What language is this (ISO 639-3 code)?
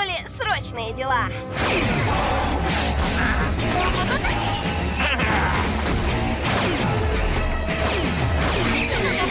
rus